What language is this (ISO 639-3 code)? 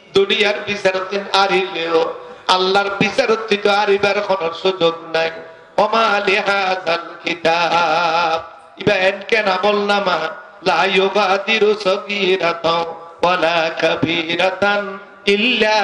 rhg